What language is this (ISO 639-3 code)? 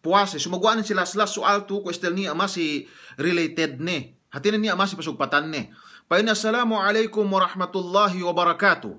yka